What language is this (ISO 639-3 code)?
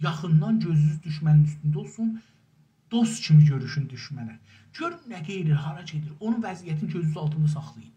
azb